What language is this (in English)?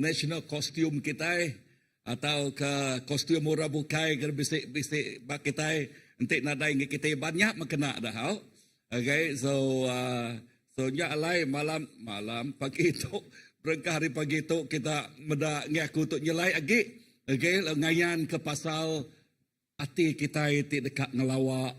Iban